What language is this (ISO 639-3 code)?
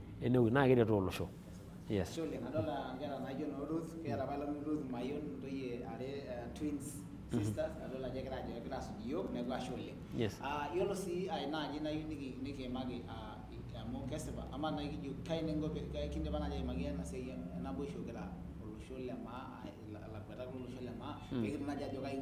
mas